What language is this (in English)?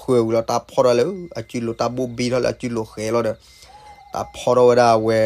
S'gaw Karen